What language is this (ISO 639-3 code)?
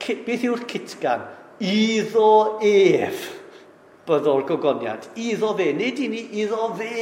cym